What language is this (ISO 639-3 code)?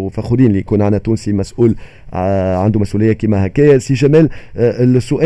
aeb